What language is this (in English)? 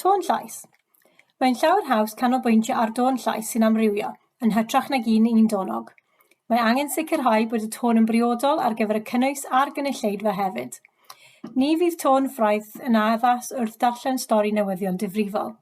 Welsh